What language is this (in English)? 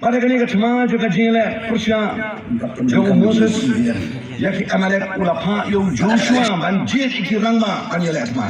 Khasi